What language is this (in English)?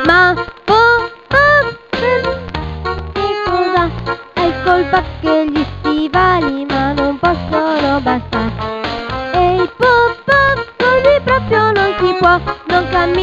Italian